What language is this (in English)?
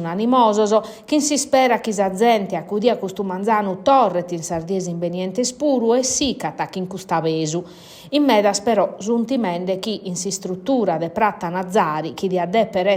Sardinian